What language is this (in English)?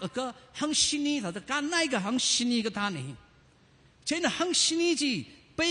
Tangkhul Naga (India)